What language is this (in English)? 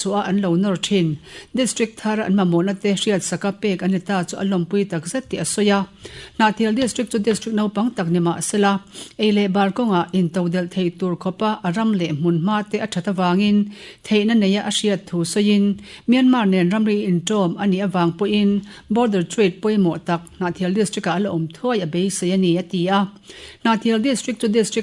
Mizo